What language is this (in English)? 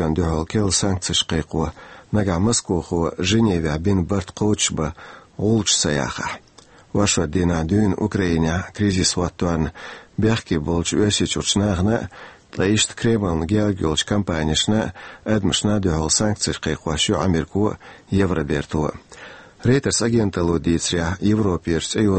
Chechen